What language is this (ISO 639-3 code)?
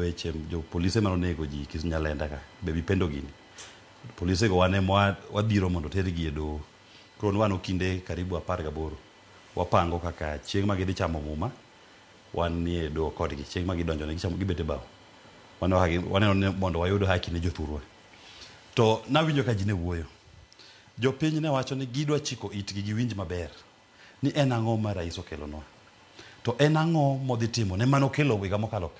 luo